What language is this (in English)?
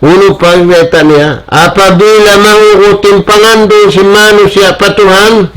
Tausug